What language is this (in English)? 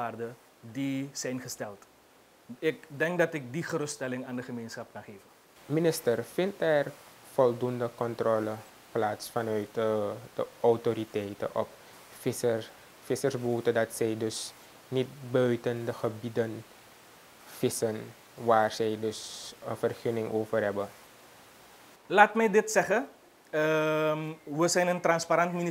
Dutch